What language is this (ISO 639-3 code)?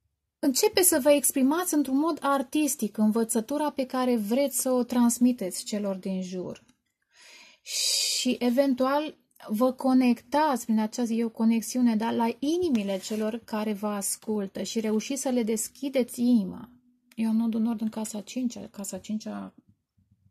ron